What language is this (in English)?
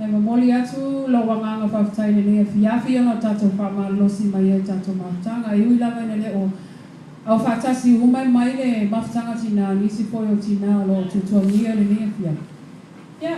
Samoan